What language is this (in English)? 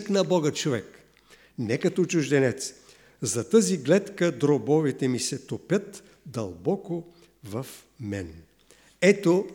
Bulgarian